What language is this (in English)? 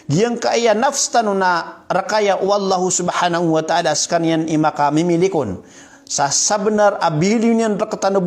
Maranao